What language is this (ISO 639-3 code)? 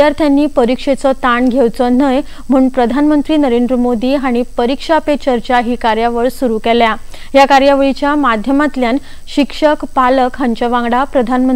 kok